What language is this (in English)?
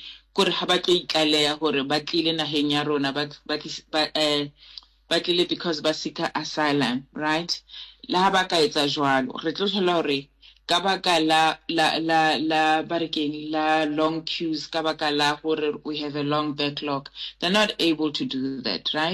Southern Sotho